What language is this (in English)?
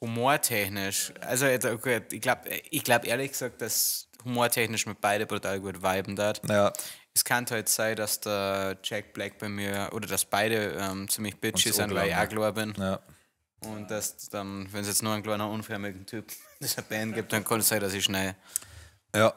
Bavarian